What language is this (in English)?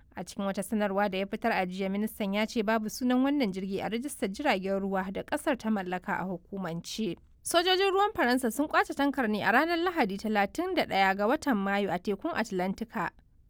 Hausa